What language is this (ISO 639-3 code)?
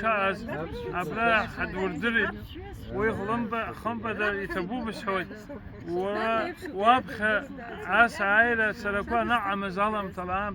abk